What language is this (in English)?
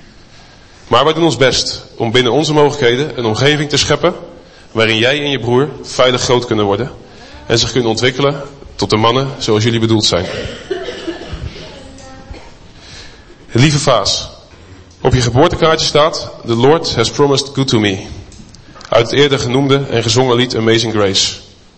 Dutch